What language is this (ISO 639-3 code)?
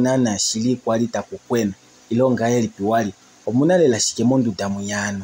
kua